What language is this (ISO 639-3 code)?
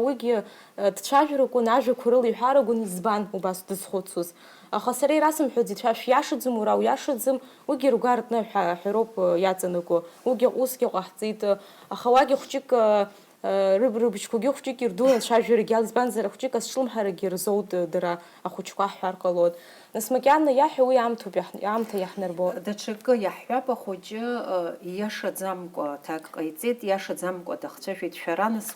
abk